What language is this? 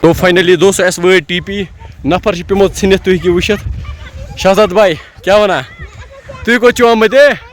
Kashmiri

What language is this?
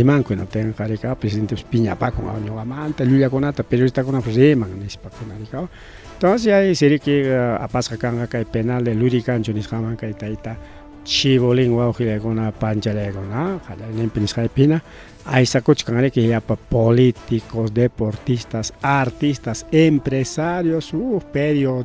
Ayacucho Quechua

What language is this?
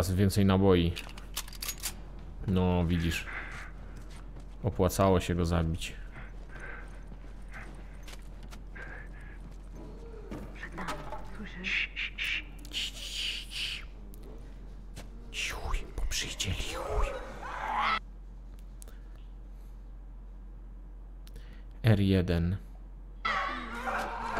Polish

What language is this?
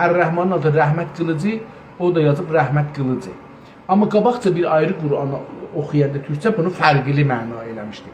South Azerbaijani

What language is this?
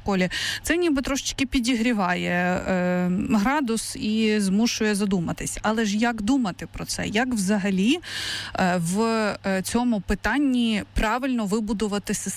Ukrainian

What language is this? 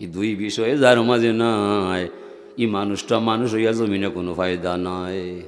Sylheti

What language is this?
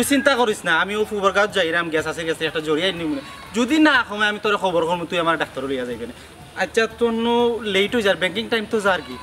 Sylheti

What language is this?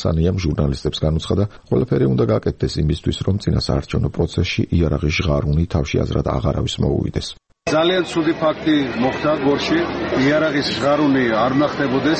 Georgian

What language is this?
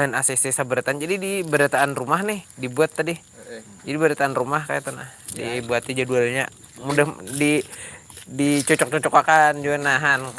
Banjar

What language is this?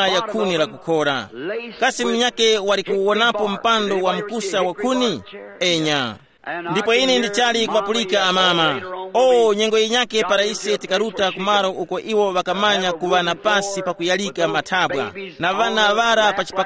Tumbuka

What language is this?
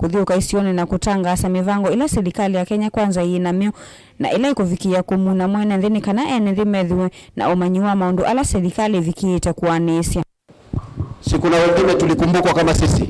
Kamba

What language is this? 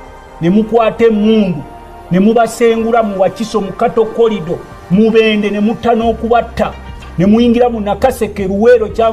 Ganda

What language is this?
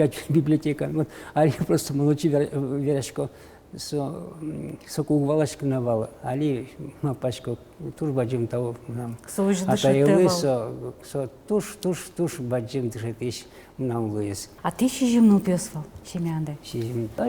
Udmurt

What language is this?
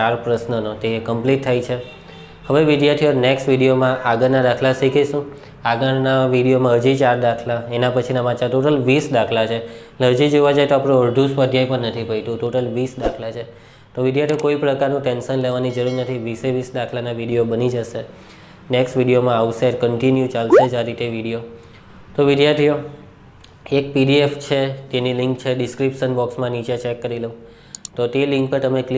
Gujarati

